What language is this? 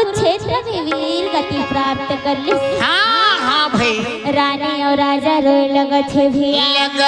Chhattisgarhi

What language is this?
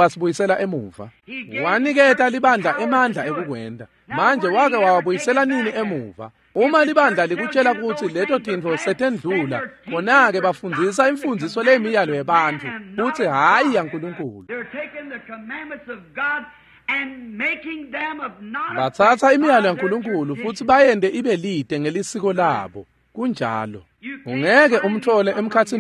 Swati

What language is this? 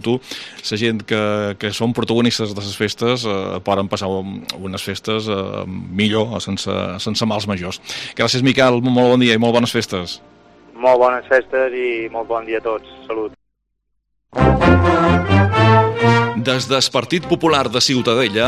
Catalan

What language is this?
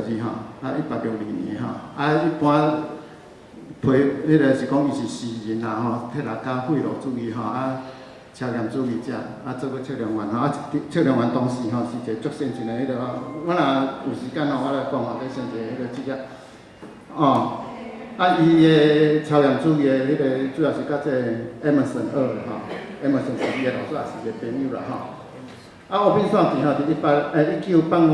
Min Nan Chinese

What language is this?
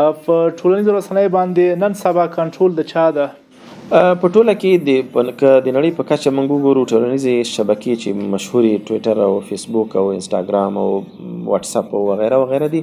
Pashto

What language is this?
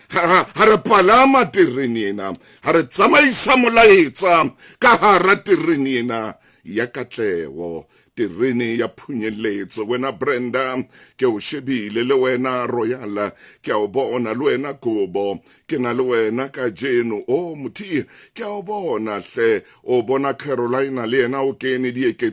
Southern Sotho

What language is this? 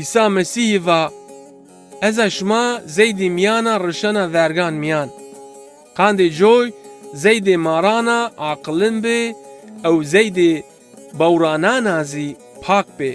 Zaza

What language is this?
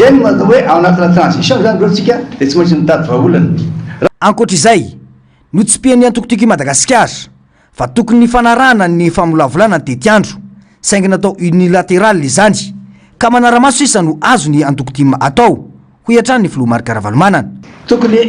Malagasy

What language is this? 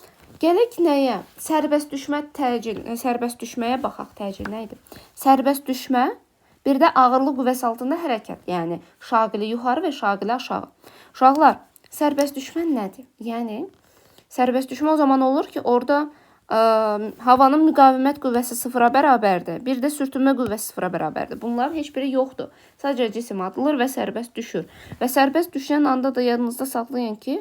Azerbaijani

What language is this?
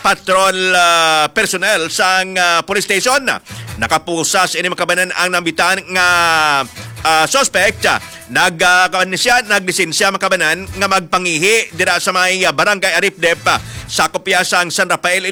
Hiligaynon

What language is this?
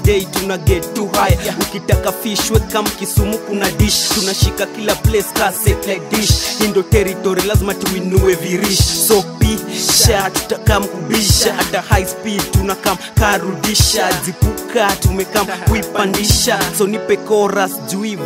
Swahili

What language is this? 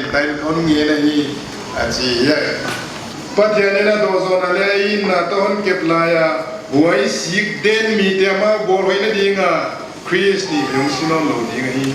Paite Chin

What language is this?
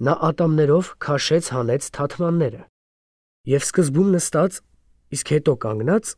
Armenian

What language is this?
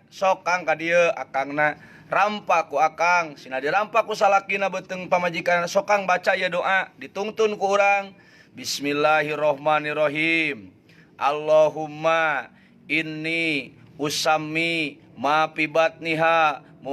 Sundanese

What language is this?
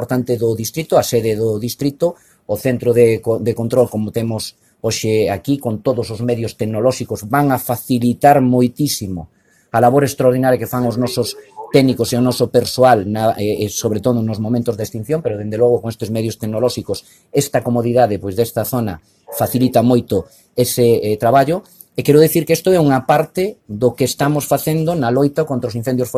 Galician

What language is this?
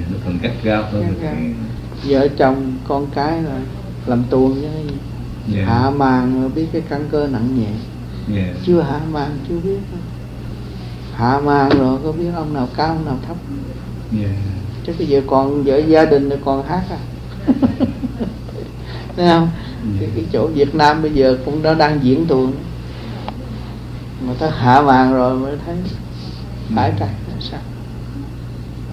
Vietnamese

